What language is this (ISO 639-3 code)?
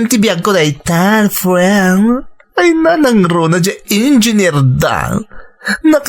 ilo